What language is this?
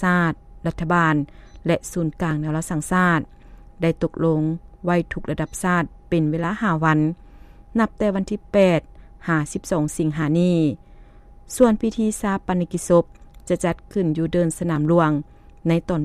Lao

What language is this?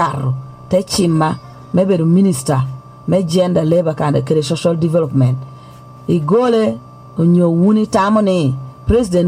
Lango (Uganda)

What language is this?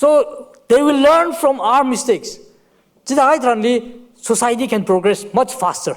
Tangkhul Naga (India)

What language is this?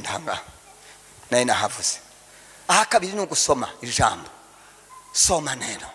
Rundi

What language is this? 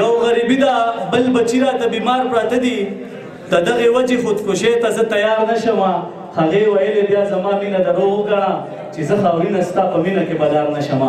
Pashto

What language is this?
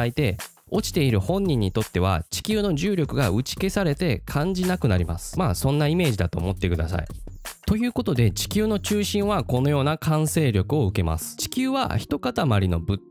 Japanese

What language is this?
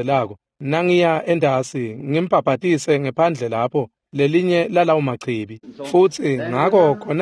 Swati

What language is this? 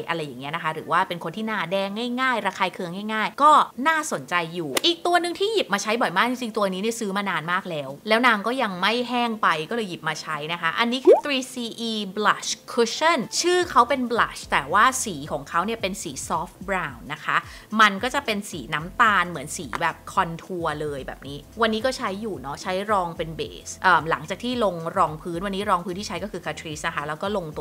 Thai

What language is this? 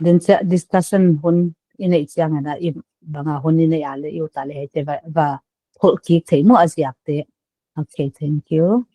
Paite Chin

